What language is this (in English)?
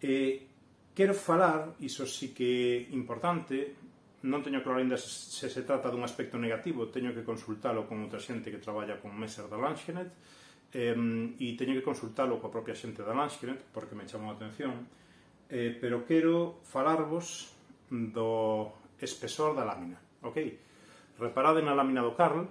Galician